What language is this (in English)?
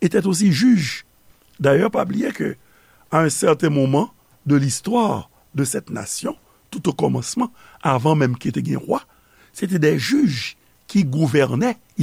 Haitian Creole